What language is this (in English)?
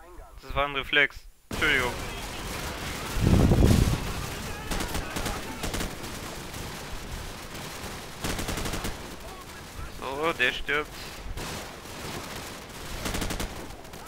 German